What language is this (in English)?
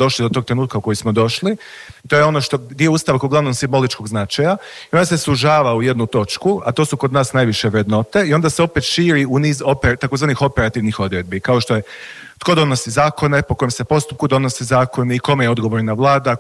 Croatian